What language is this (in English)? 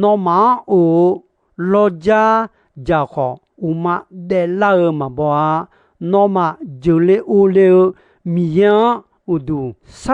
Akha